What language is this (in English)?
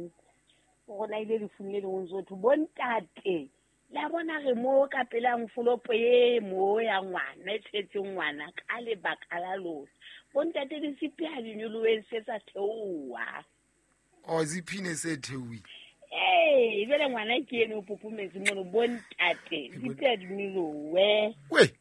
Southern Sotho